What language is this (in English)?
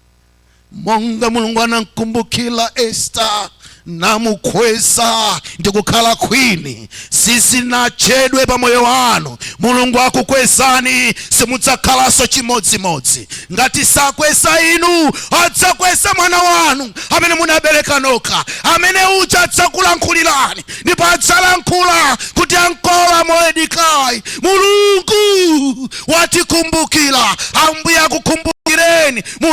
Nyanja